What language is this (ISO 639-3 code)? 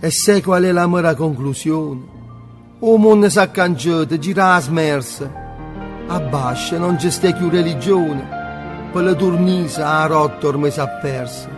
nap